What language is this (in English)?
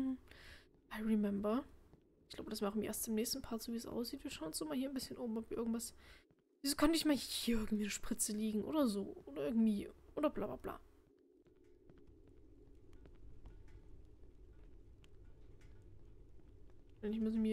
German